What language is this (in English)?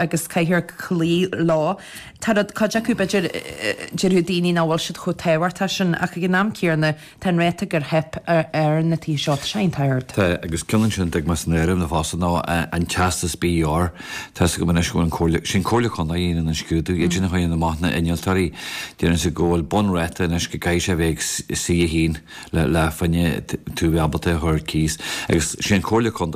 Irish